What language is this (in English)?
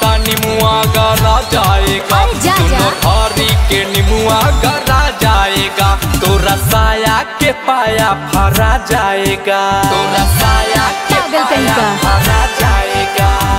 Bhojpuri